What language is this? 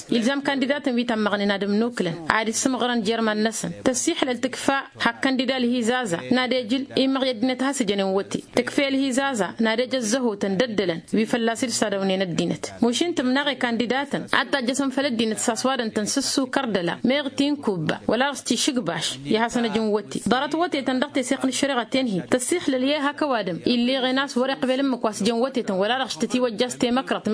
Tamasheq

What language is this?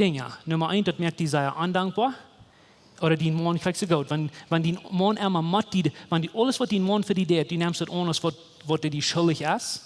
Plautdietsch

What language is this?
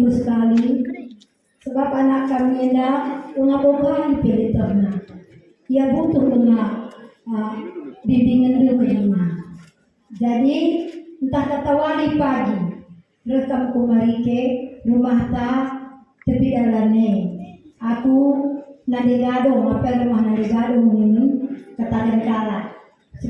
Batak Karo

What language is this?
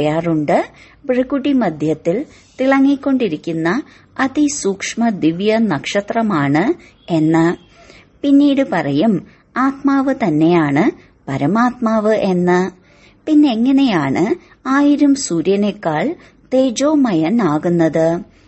Malayalam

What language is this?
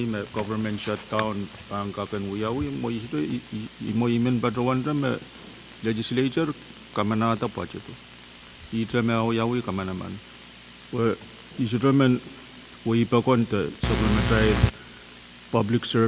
Pohnpeian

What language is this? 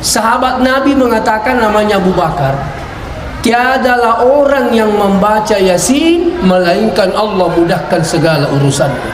Buginese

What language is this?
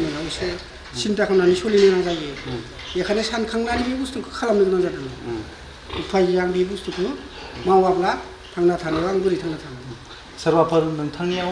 Bodo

